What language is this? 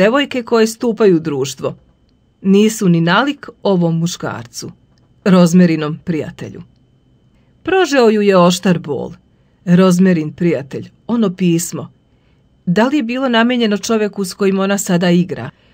Serbian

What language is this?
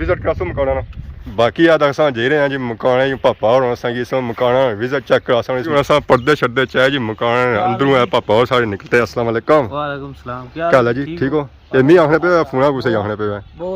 Pahari-Potwari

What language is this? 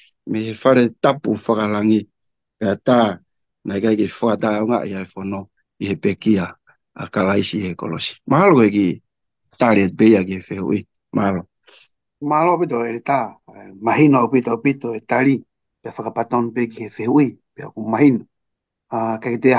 Tongan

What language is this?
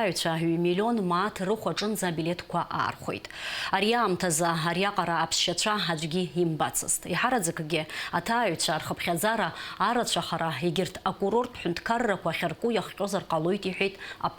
Abkhazian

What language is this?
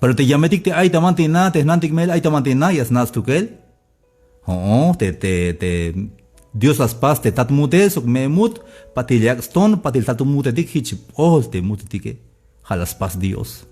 Tzeltal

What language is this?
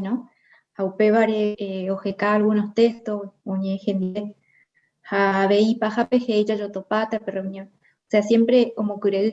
Guarani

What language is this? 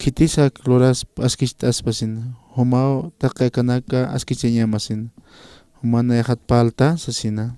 Aymara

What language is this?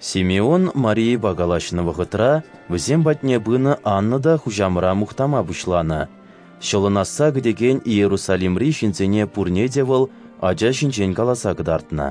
Chuvash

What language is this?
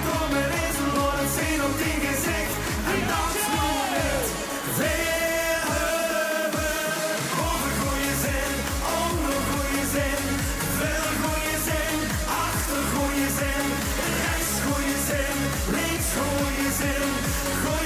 Limburgish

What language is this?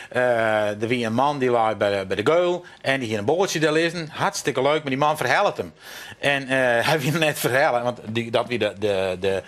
Western Frisian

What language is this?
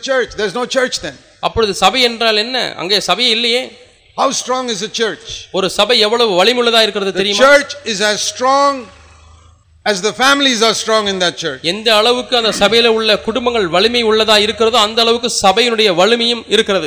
Tamil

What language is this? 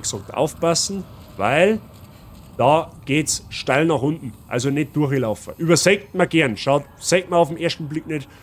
Bavarian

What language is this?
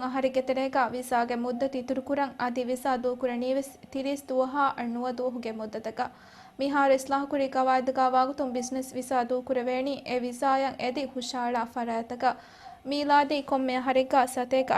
Divehi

